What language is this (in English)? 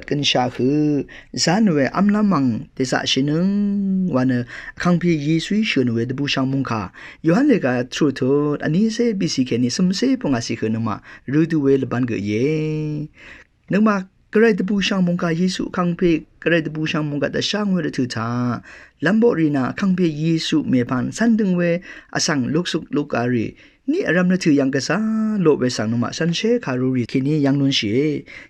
Rawang